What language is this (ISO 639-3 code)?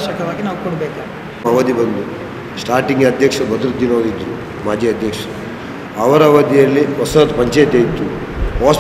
kan